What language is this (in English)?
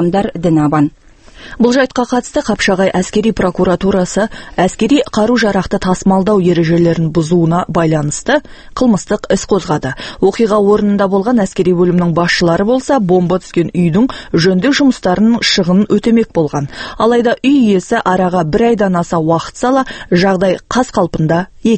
Kazakh